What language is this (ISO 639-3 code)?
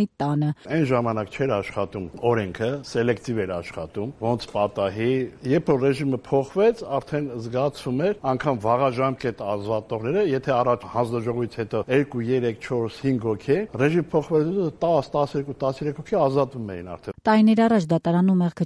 hye